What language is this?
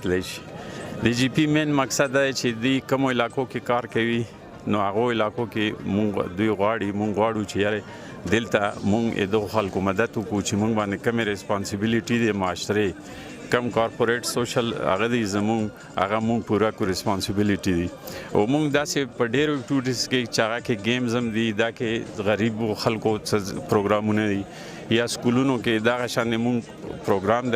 Pashto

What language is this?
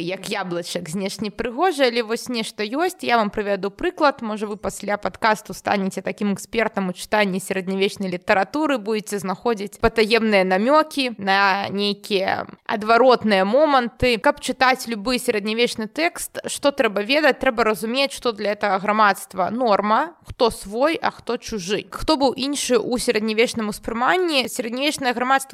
Belarusian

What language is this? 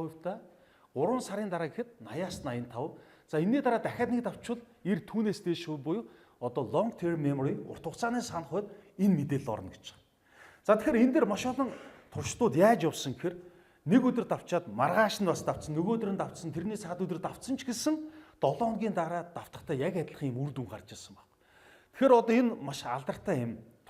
Mongolian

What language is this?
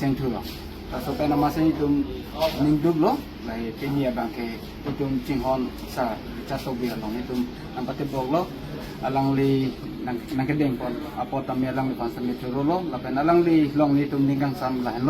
Karbi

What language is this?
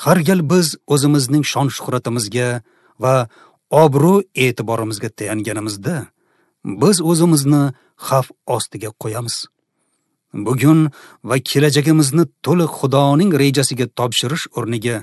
Uzbek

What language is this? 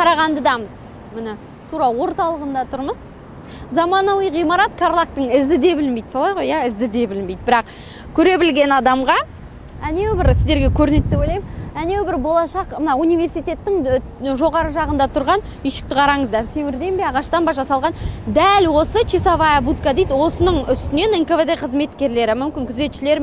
Kazakh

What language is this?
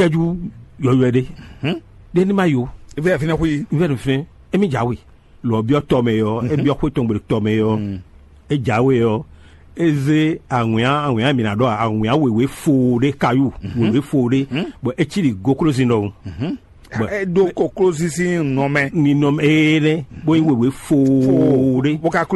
Fon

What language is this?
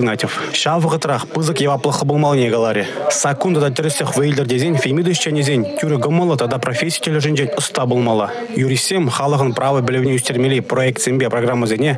Chuvash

